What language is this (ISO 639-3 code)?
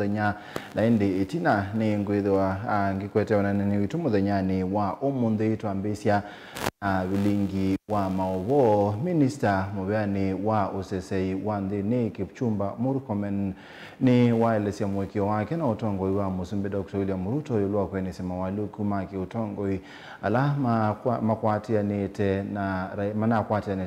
kam